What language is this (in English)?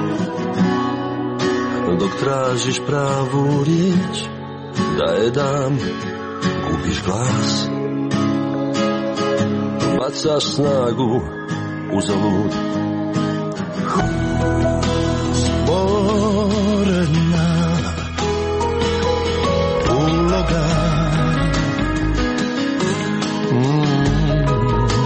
Croatian